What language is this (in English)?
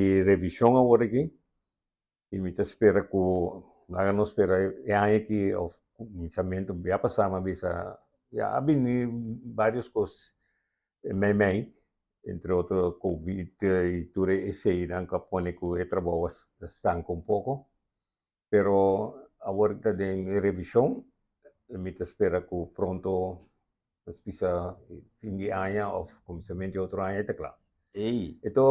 Papiamento